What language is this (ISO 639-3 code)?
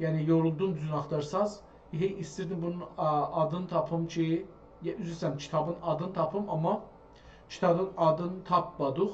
azb